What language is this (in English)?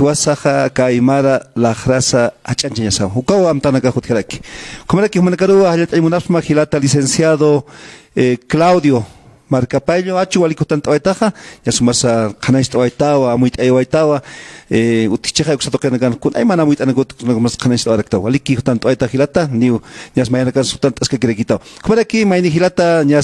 Aymara